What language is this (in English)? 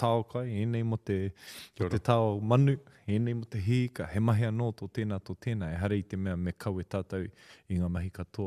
Māori